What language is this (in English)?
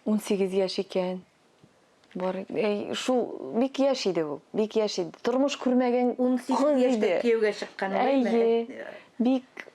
Tatar